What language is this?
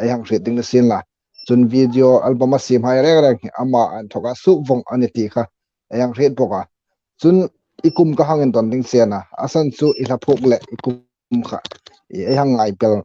Hmar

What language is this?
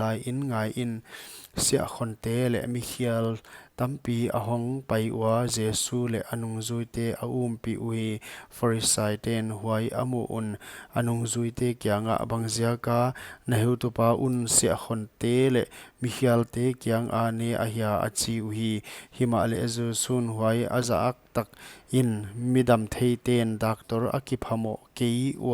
Paite Chin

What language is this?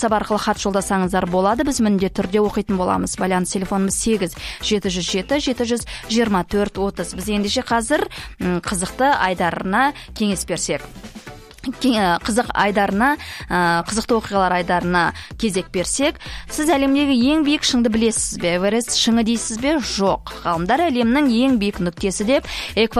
Kazakh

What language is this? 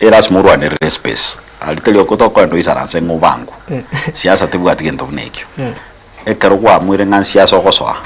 Gusii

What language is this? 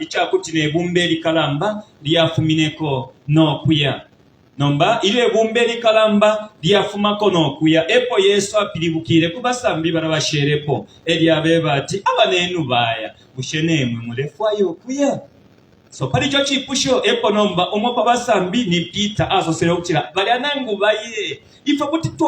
Bemba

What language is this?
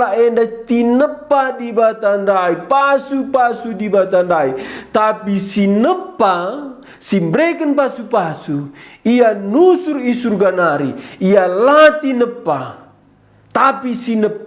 Batak Karo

